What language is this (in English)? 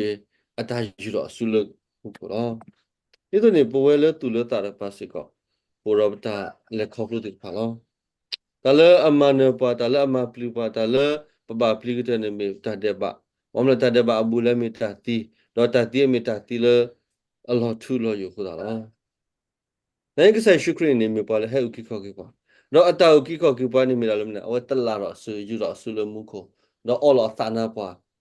S'gaw Karen